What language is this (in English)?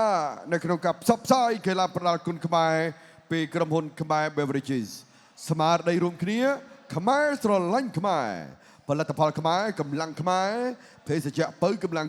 Khmer